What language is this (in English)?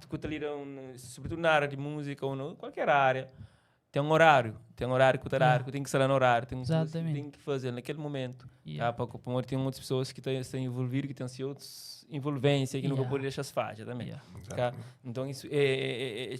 Kabuverdianu